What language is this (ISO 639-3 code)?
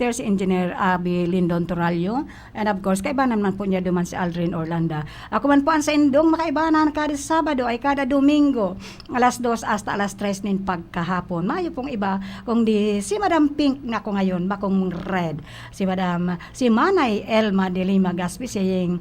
bik